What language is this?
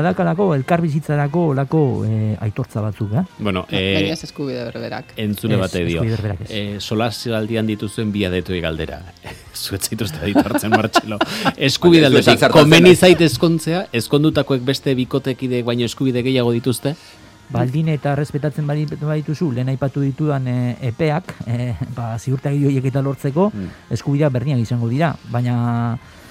Basque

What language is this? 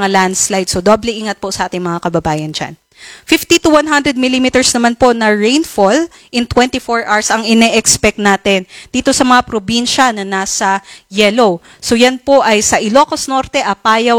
Filipino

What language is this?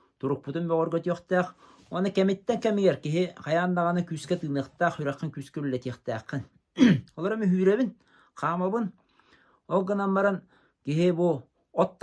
Yakut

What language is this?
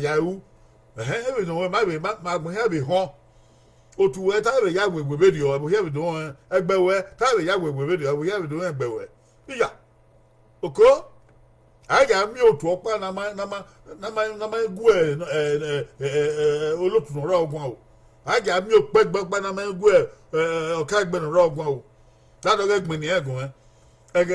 Bini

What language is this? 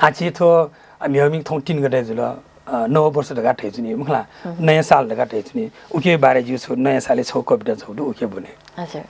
Newari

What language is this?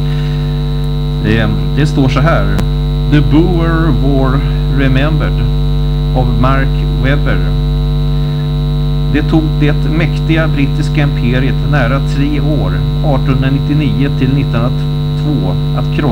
Swedish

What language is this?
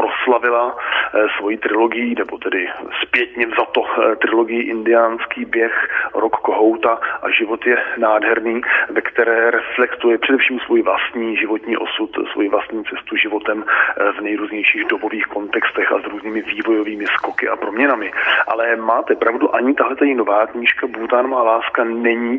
Czech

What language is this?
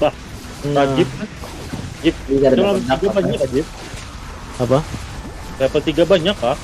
Banjar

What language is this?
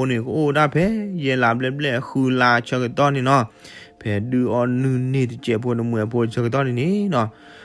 S'gaw Karen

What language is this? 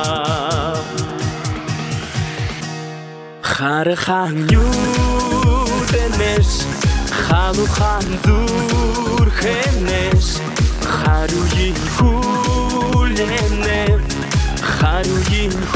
Buriat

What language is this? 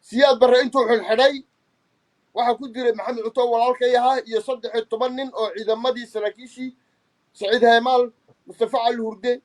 Somali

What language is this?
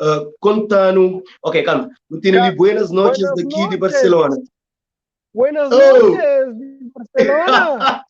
Kabuverdianu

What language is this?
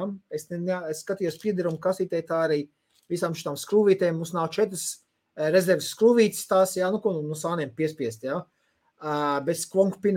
Latvian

